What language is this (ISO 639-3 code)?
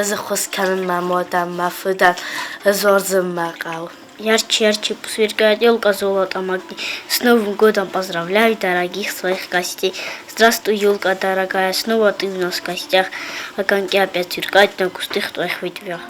oss